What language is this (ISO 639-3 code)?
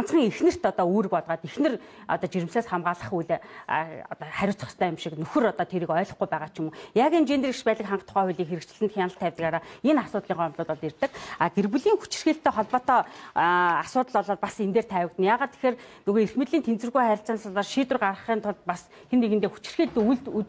mon